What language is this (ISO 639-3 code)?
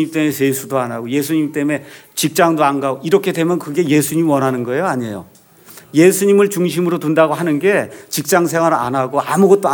kor